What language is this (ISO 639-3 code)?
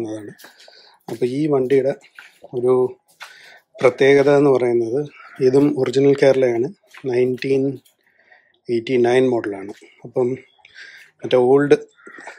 mal